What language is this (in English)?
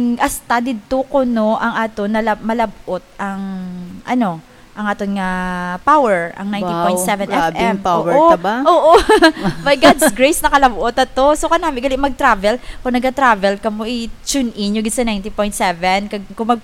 Hiligaynon